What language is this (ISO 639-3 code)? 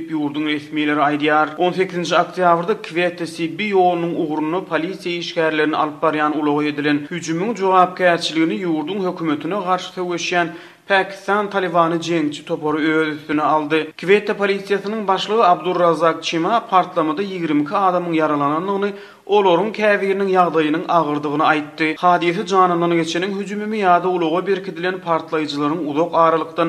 tuk